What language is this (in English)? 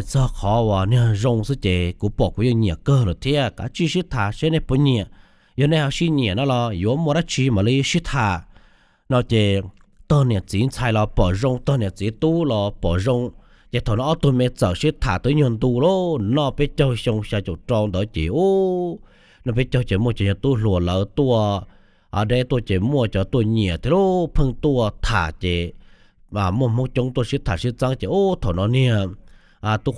Hmong